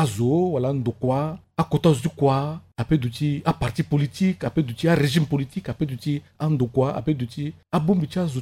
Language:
Sango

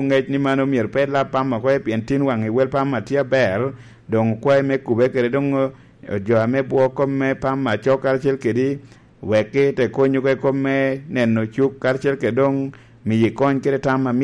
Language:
Lango (Uganda)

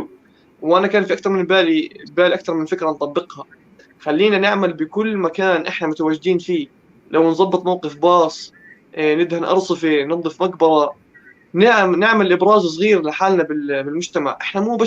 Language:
North Levantine Arabic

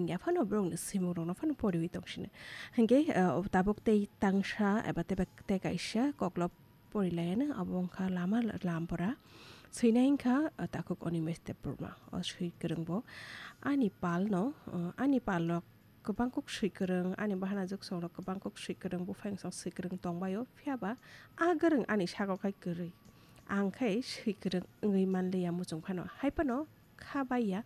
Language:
Kok Borok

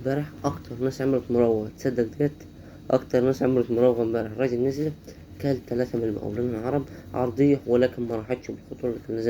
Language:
Egyptian Arabic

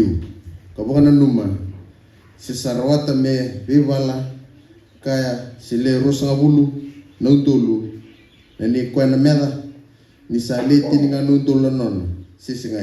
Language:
Fijian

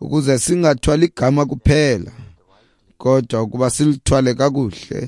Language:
Xhosa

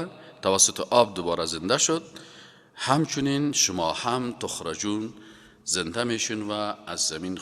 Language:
Persian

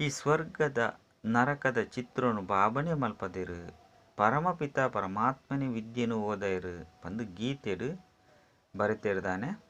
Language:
Tulu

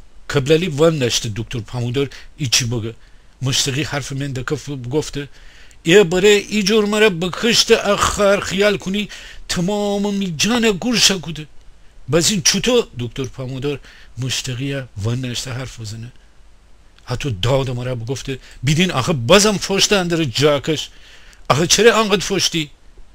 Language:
Gilaki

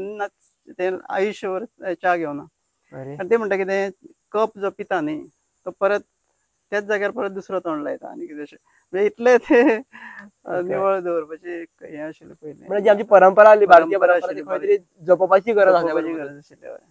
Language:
Konkani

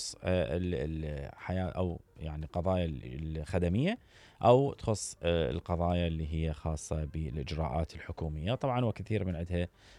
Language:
Mesopotamian Arabic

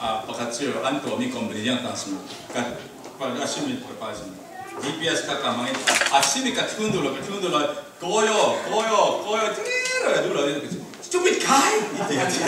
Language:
Falam Chin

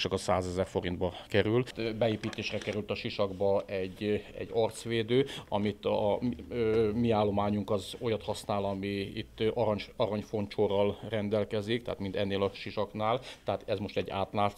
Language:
Hungarian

